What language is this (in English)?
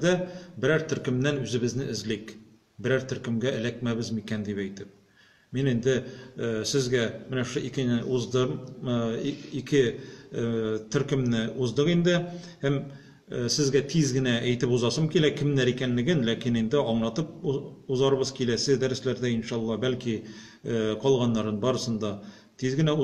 Tatar